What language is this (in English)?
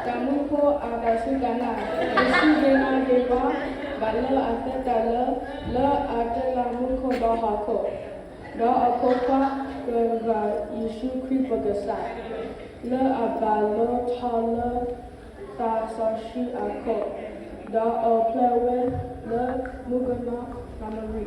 Tem